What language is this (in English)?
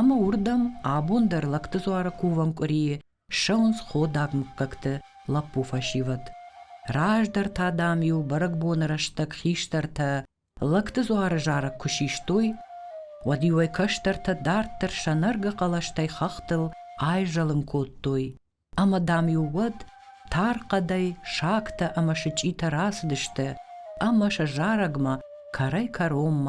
Ossetic